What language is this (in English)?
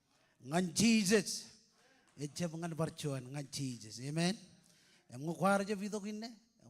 Marshallese